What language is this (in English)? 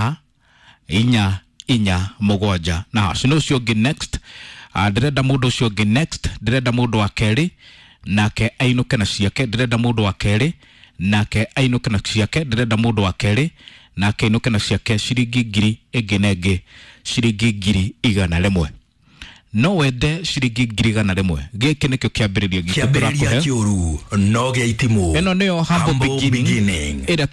Kikuyu